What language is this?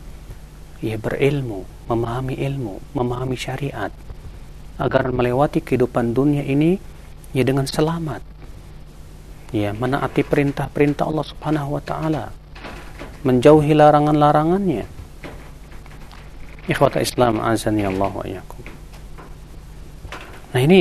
Indonesian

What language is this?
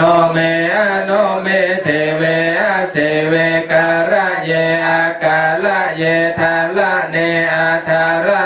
Pali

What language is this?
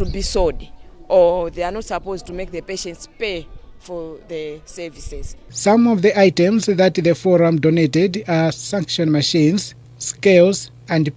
English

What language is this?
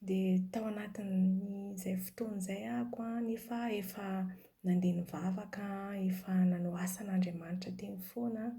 Malagasy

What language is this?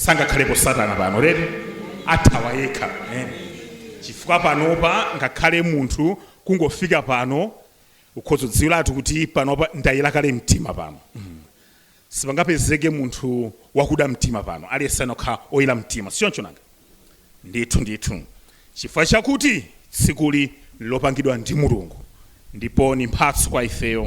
Nyanja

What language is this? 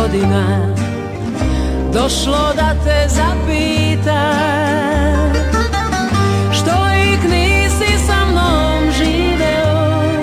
Serbian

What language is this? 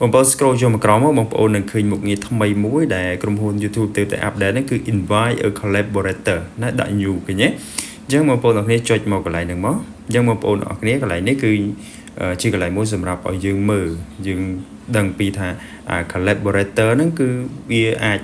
Khmer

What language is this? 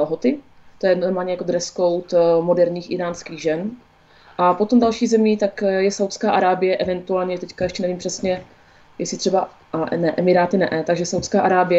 Czech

